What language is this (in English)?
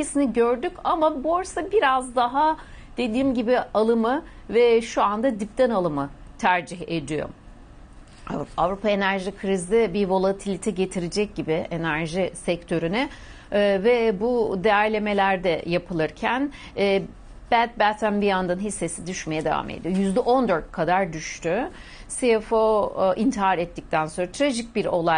Turkish